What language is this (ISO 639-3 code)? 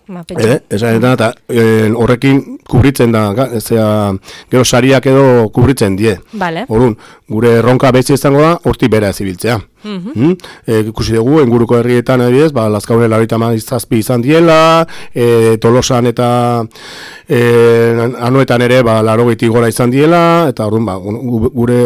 eus